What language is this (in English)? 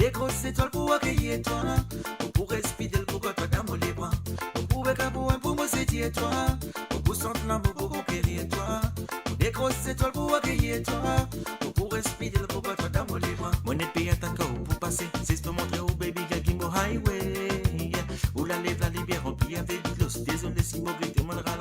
Morisyen